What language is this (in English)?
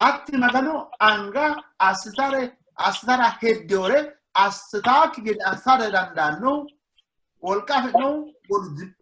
Sidamo